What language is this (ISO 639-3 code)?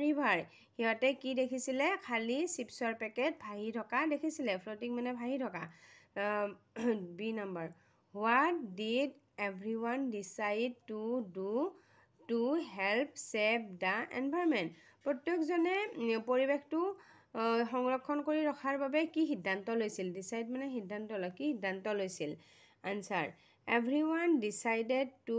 asm